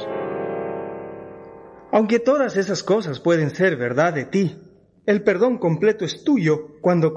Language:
Spanish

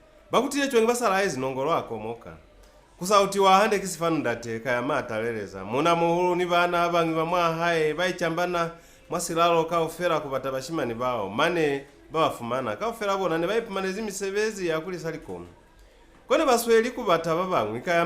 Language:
Lozi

